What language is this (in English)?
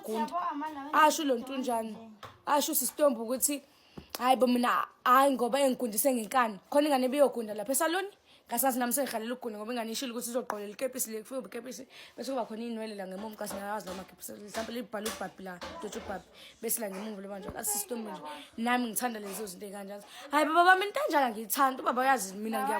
Zulu